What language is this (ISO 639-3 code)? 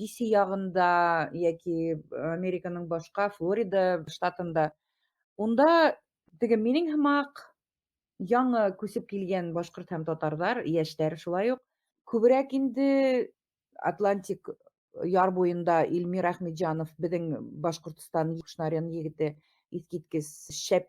bak